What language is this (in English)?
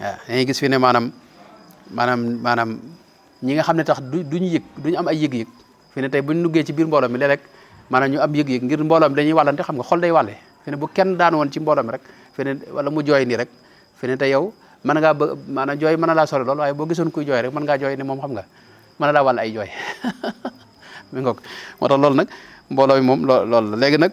Wolof